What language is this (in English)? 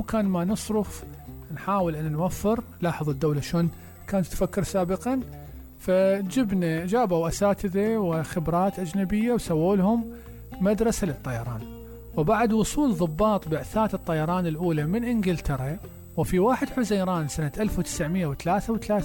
Mesopotamian Arabic